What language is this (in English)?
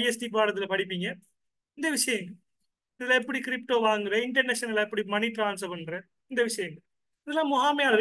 Tamil